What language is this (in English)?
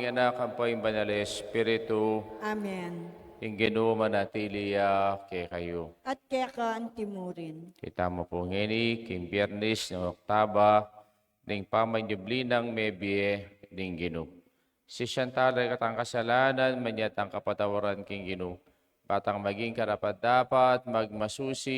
Pampanga